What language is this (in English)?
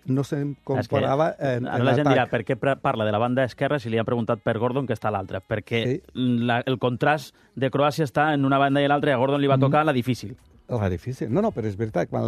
Catalan